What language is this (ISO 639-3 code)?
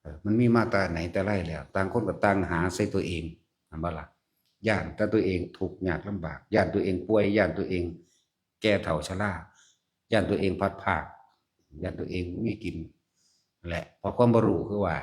tts